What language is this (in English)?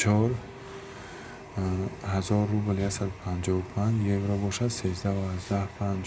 Tajik